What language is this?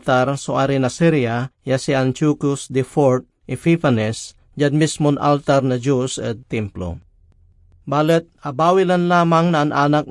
Pangasinan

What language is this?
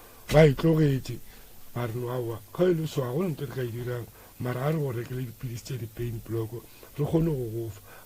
Northern Sotho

